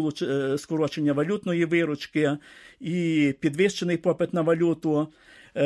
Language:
Ukrainian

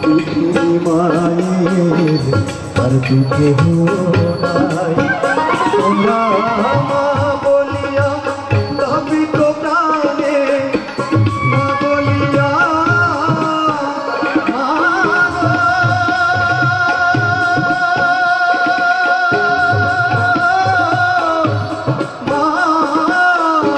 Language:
Bangla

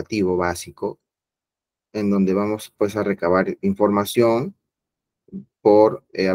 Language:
Spanish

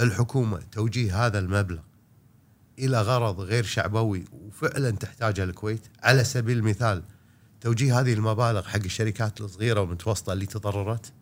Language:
Gulf Arabic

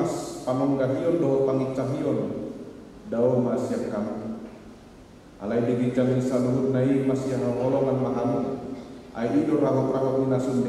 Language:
Batak Toba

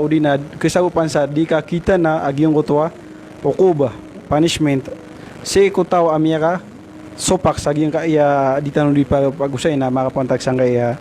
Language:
Maranao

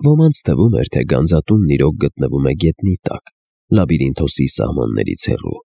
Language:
Armenian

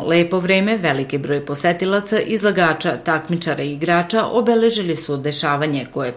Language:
Serbian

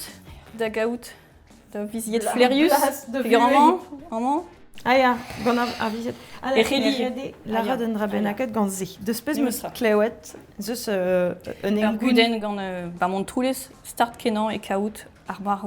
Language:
Breton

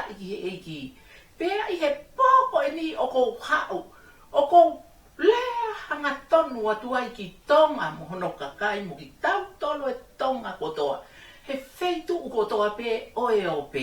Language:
Tongan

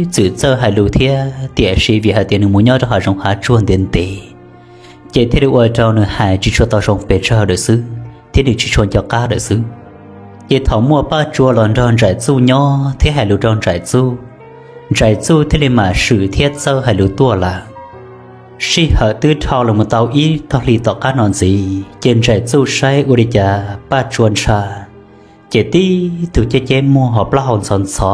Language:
Hmong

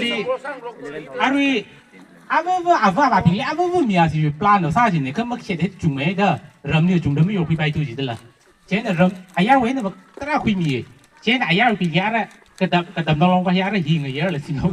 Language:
Tangkhul Naga (India)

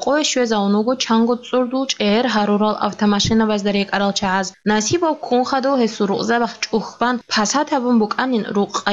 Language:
Avaric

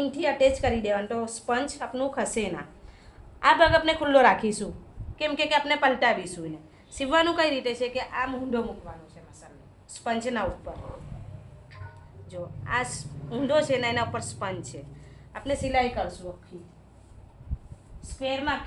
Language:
Gujarati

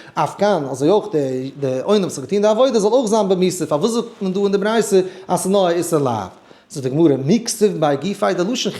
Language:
Yiddish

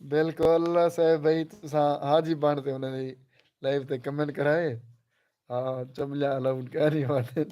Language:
Saraiki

